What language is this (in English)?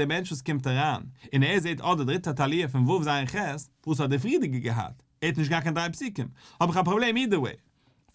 Yiddish